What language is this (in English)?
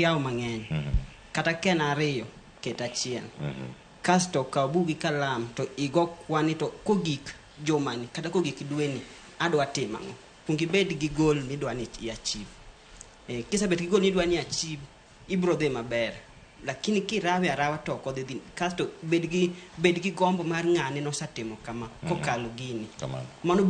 Luo (Kenya and Tanzania)